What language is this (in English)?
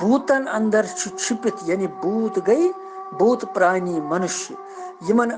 Kashmiri